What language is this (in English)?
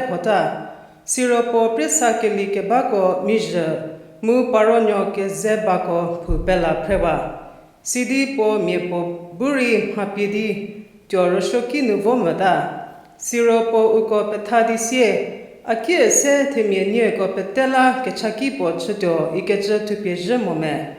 Angami Naga